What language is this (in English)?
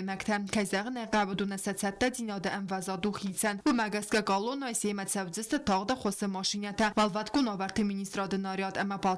Ossetic